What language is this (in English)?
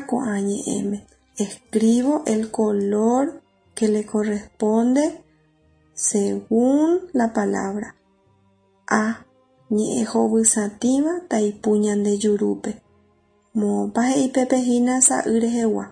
Guarani